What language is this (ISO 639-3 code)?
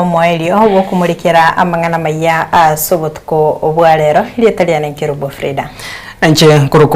guz